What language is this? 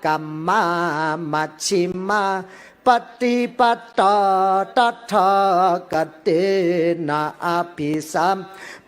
Pali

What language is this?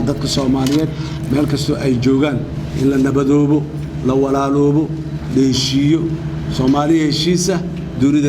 Somali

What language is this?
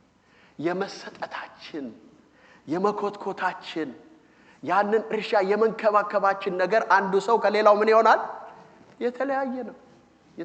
Amharic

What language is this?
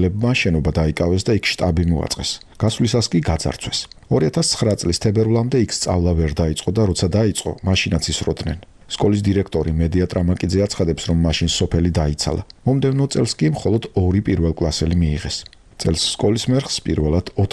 Georgian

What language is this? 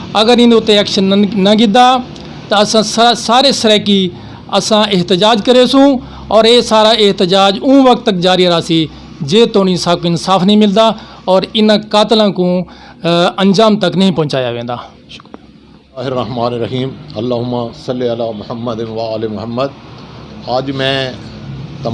Saraiki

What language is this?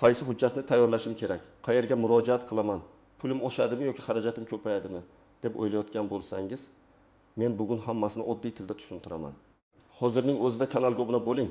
Uzbek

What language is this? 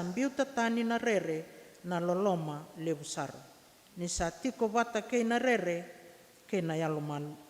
Fijian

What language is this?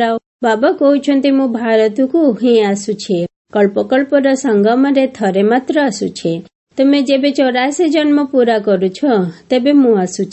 Odia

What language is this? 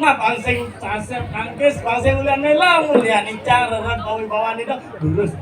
Balinese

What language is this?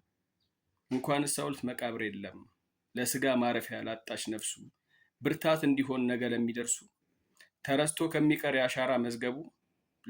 Amharic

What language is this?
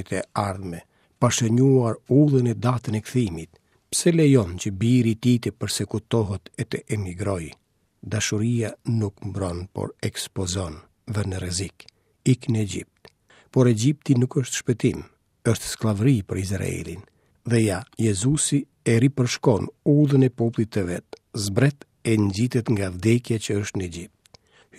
Albanian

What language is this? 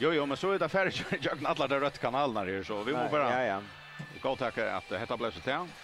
Faroese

